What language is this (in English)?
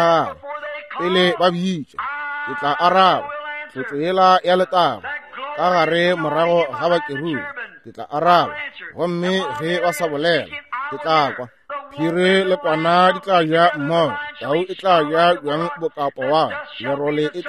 Northern Sotho